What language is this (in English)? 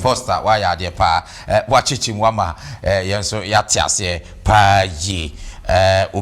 Akan